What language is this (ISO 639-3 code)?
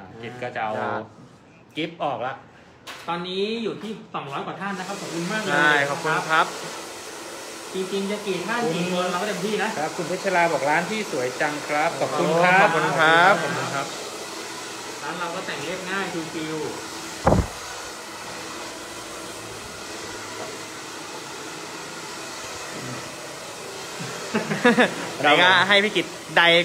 tha